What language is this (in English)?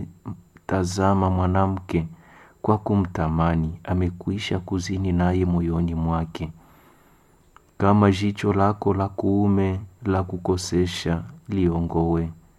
Swahili